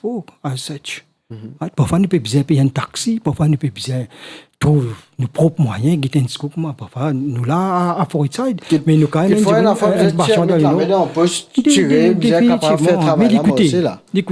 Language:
Morisyen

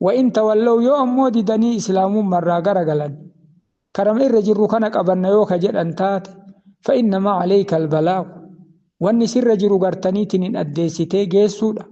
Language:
Oromo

